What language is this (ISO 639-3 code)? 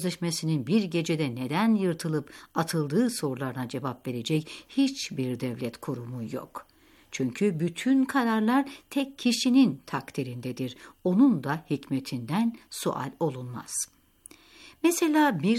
tur